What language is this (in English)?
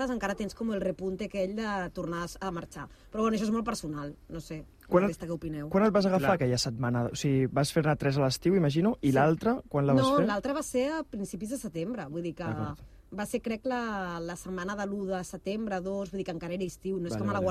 Catalan